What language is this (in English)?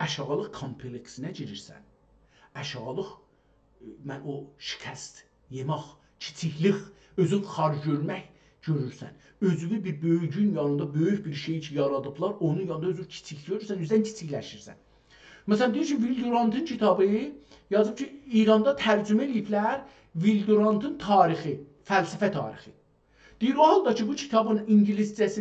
South Azerbaijani